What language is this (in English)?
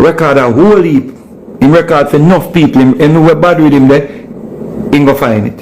Jamaican Creole English